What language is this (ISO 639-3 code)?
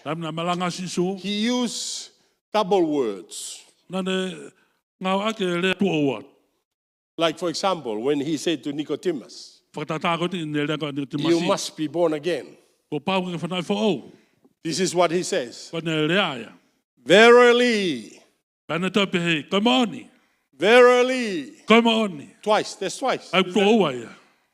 ton